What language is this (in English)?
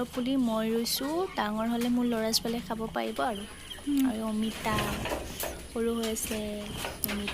Assamese